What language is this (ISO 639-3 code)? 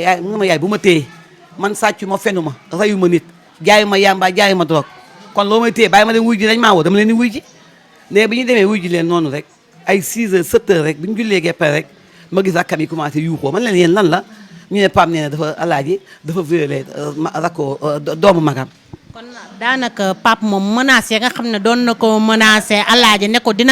wol